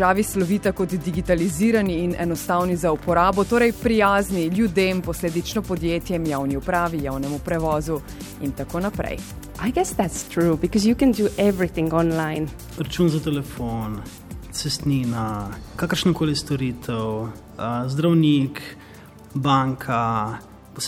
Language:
Slovenian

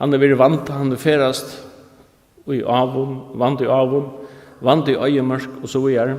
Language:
Faroese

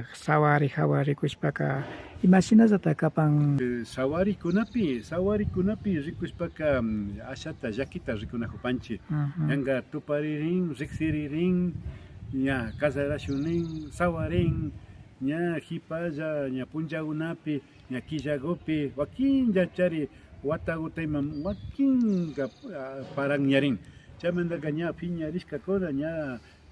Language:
Imbabura Highland Quichua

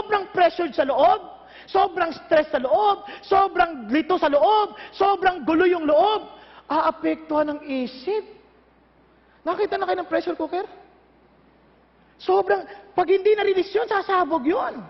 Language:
Filipino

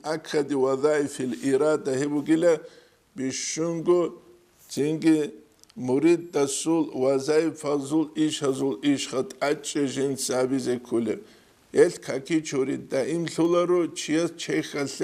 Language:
Avaric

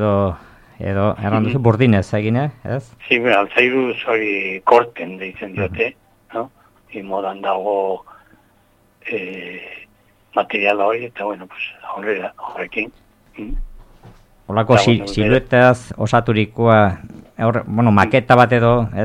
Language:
Basque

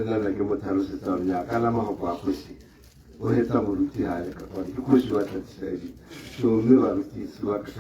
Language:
Tswana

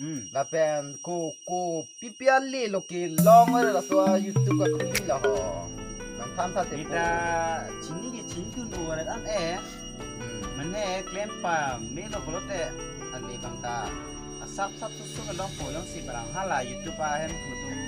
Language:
Karbi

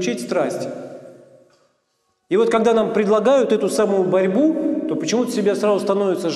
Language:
Russian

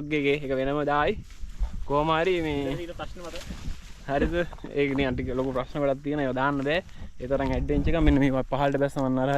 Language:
Sinhala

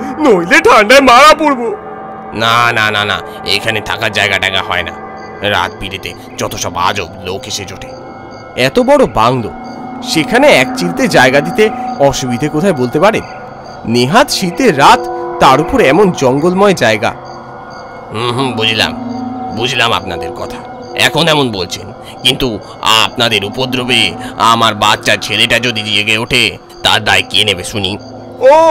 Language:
Bangla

